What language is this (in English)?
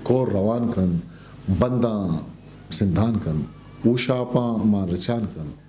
Eastern Balochi